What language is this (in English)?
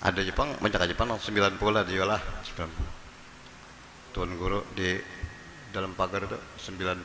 Banjar